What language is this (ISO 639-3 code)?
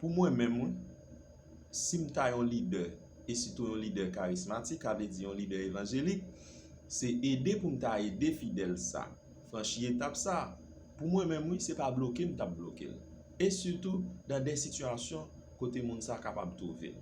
hat